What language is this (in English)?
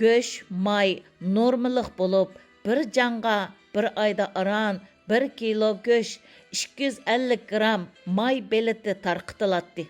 Uyghur